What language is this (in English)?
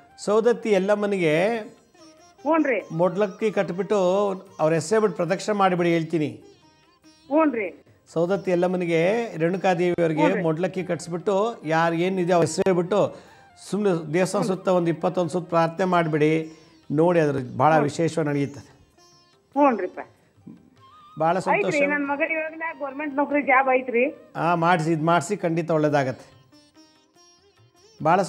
Kannada